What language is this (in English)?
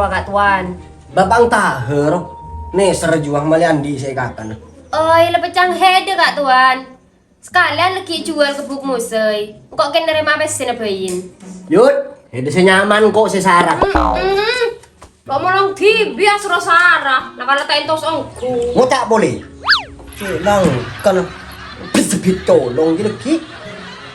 Madurese